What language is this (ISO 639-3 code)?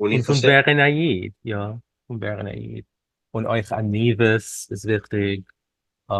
yid